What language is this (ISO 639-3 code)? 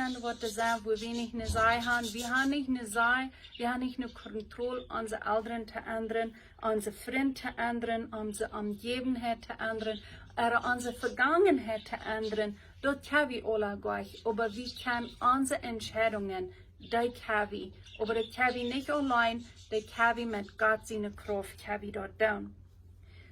pdt